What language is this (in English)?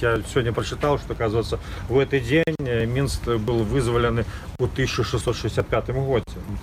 Belarusian